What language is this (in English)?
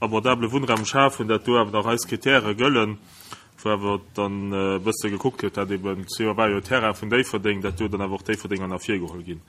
Luxembourgish